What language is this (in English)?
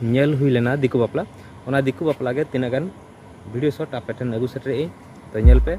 Santali